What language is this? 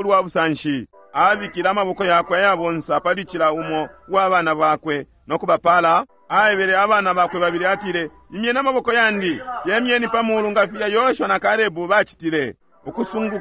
Bemba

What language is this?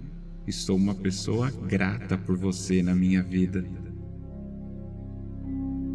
Portuguese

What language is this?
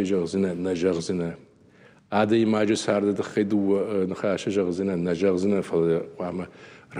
Ossetic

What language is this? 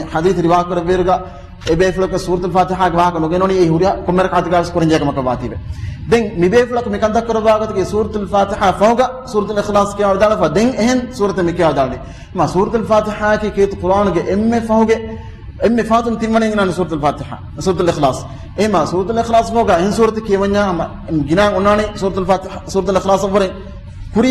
Divehi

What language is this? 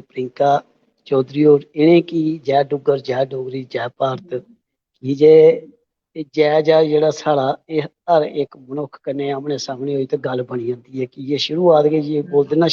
Dogri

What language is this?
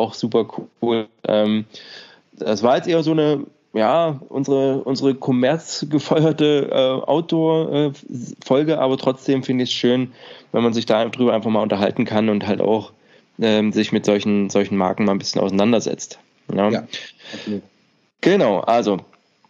German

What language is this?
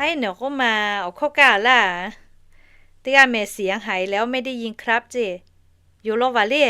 Lahu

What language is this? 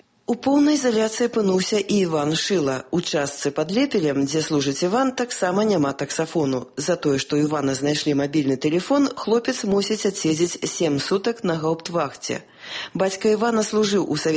Belarusian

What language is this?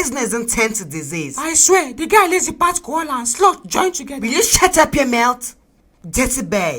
Nigerian Pidgin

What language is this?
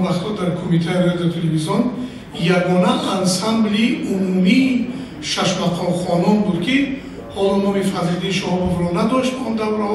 Tajik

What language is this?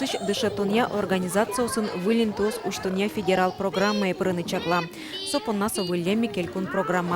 Udmurt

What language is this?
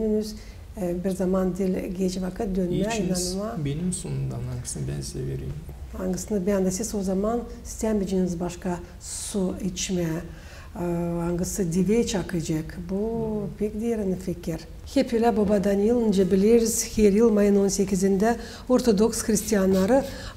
Gagauz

